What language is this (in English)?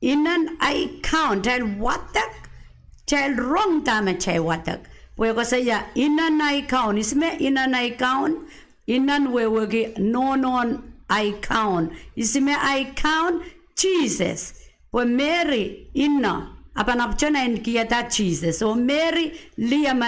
Pohnpeian